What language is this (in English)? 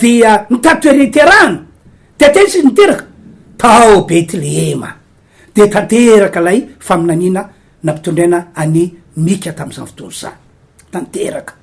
Malagasy